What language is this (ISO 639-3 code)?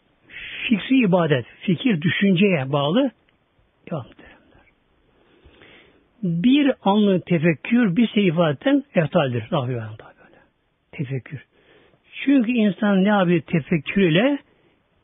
tur